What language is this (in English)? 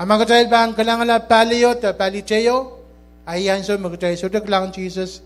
Pohnpeian